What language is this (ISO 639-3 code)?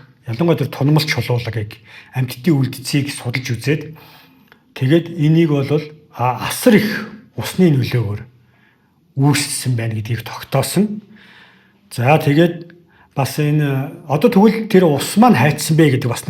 mon